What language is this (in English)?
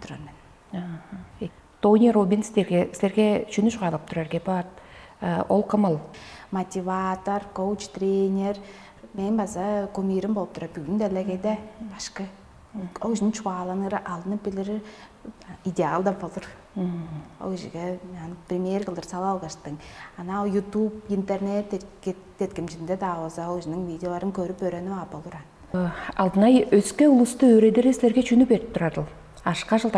Tuvinian